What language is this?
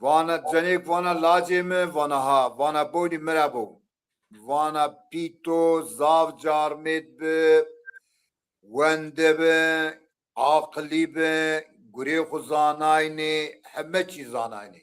Zaza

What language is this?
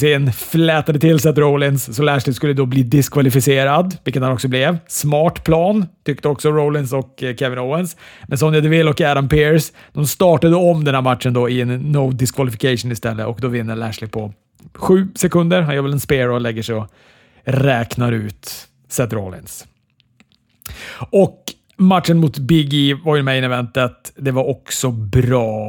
Swedish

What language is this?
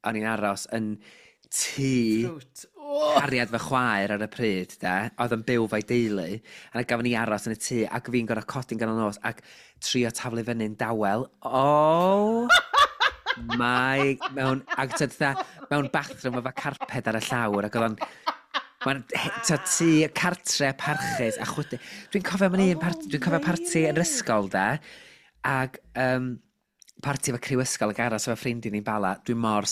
Welsh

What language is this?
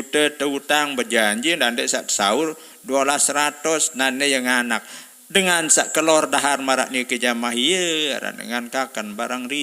Sasak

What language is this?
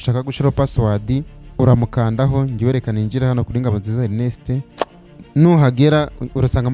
Kinyarwanda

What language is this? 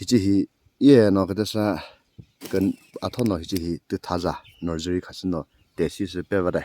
Chokri Naga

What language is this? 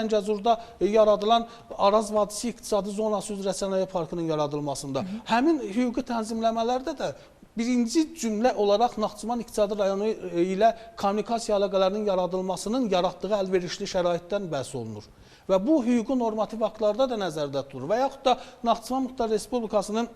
Azerbaijani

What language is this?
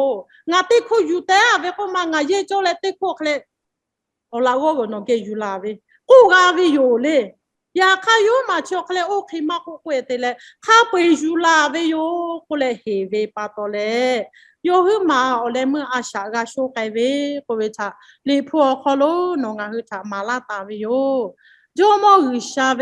Lahu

